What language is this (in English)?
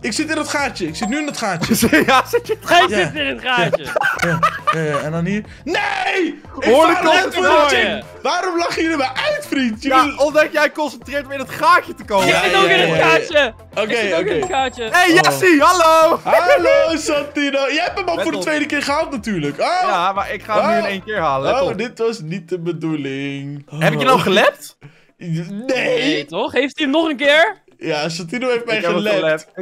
Dutch